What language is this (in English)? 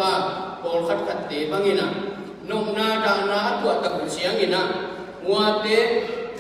Tedim Chin